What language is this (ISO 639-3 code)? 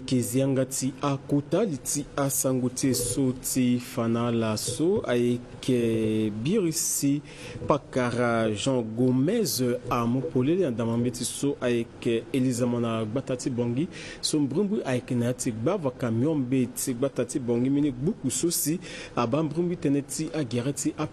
sag